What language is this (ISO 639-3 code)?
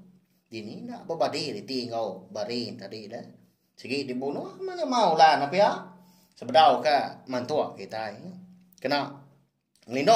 iba